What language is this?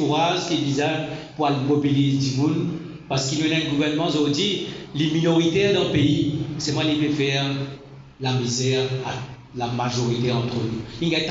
Morisyen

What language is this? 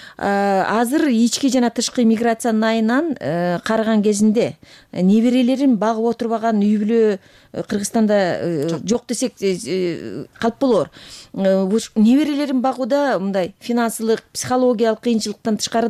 Kyrgyz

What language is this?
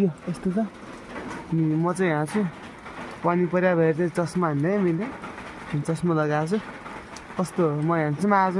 Nepali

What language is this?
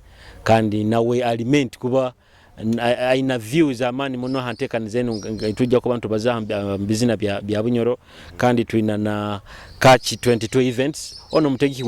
Nyoro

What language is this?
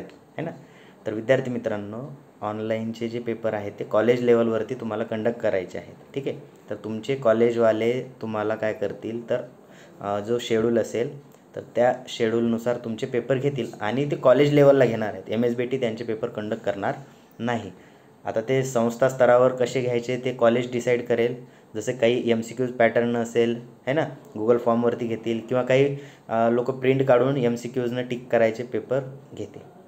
Marathi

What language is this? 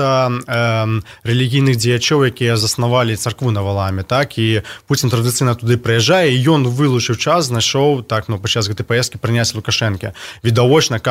Belarusian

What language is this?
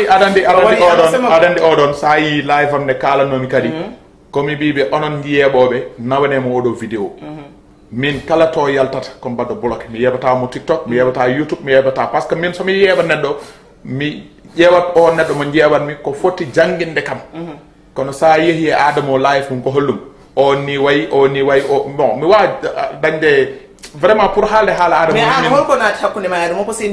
Fula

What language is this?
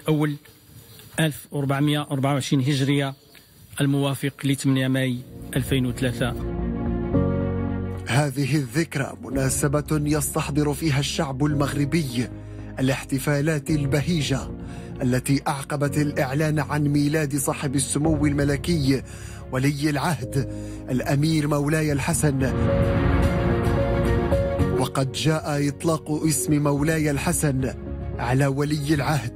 Arabic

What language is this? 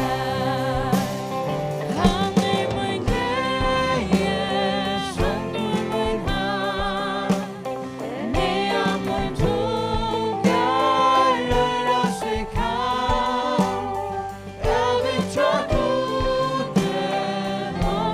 Faroese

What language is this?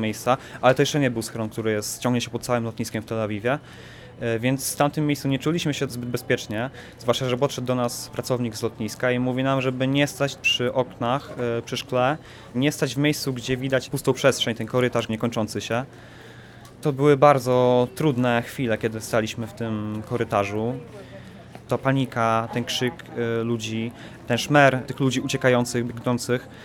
Polish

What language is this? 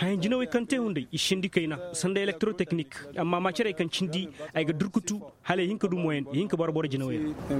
Koyraboro Senni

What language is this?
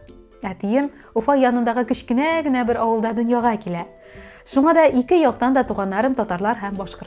Tatar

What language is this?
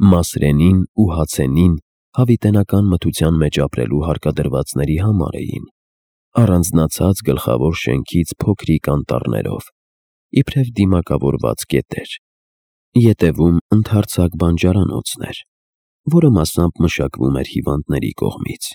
Armenian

